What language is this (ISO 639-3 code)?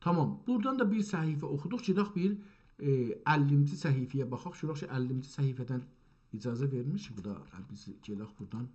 azb